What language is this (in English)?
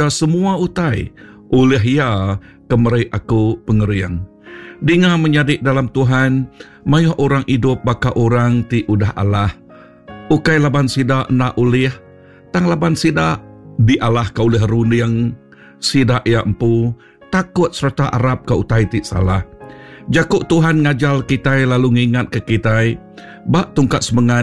Iban